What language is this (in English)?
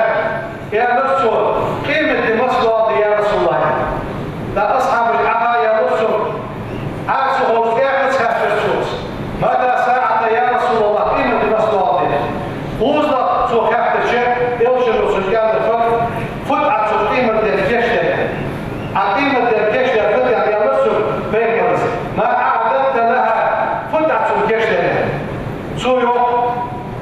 Ingush